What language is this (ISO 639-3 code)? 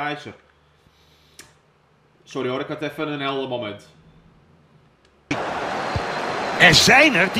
nld